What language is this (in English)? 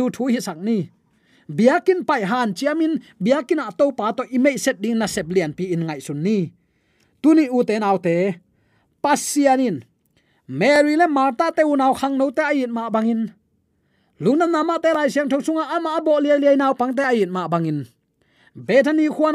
Tedim Chin